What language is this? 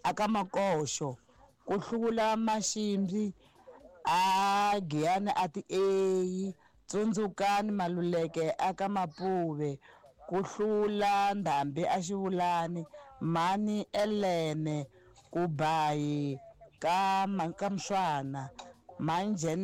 Tsonga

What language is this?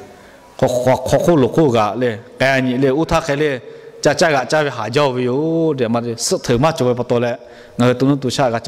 Lahu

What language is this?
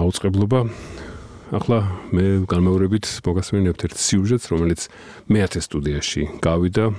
Georgian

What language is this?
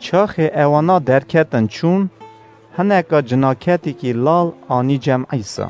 Kurdish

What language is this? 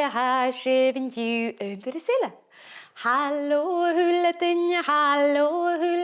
Scottish Gaelic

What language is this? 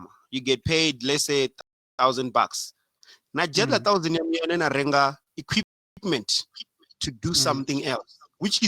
Venda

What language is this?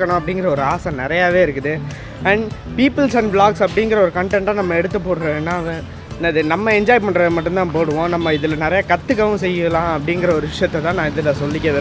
Tamil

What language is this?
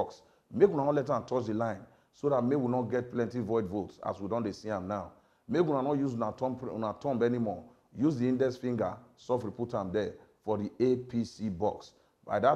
Nigerian Pidgin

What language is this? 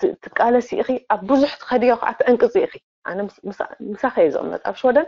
Tigrinya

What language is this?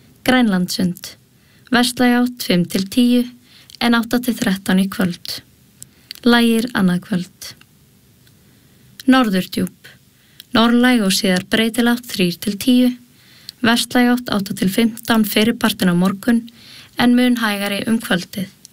Icelandic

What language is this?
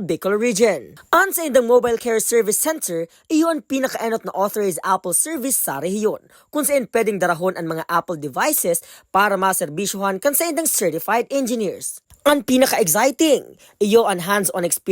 Bikol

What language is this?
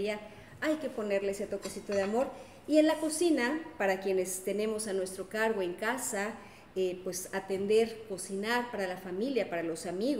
Spanish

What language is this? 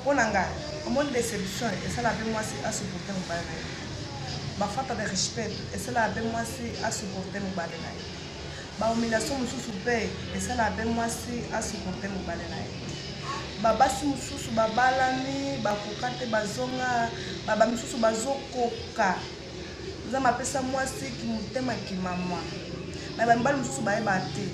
Lingala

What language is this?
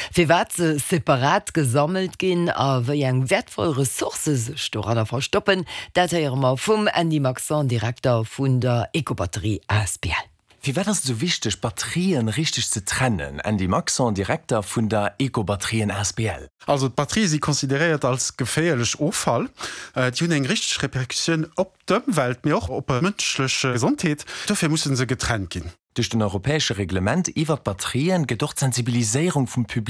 Luxembourgish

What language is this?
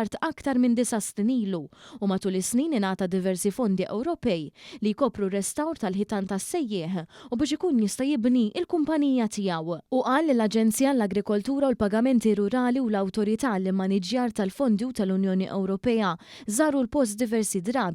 Maltese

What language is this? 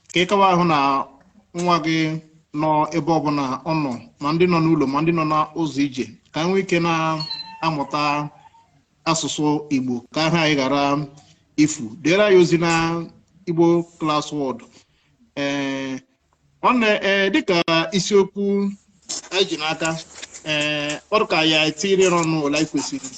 Igbo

